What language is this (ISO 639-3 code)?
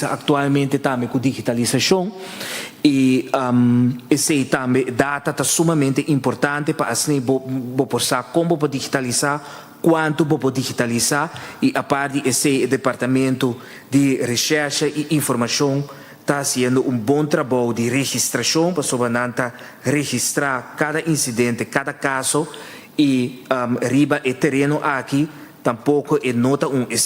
pap